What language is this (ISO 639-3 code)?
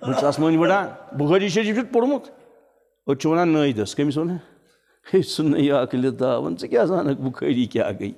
kas